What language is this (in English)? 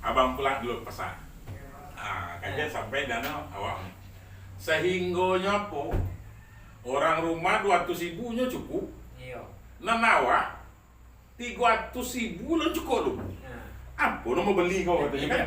Minangkabau